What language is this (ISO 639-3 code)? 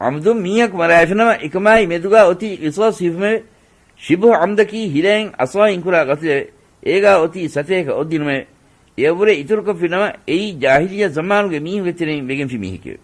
div